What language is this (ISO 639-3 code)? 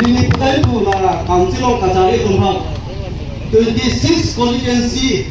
mjw